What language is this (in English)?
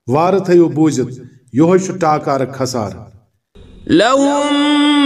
Kashmiri